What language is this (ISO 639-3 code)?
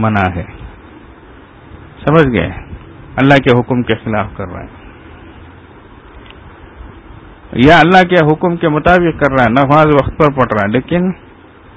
urd